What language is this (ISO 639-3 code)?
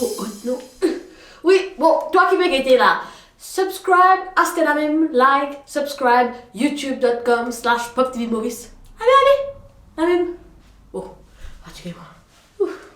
mfe